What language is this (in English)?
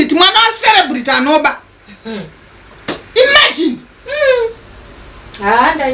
Shona